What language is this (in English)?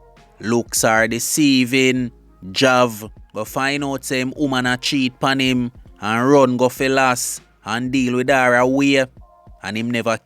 Jamaican Creole English